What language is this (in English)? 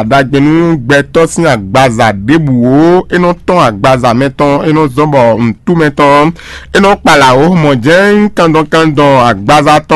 Fon